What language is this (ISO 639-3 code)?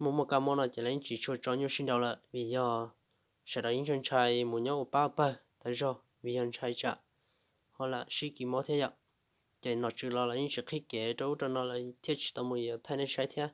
hmn